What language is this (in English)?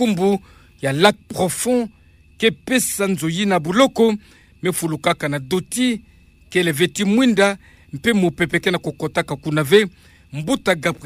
Kituba (Democratic Republic of Congo)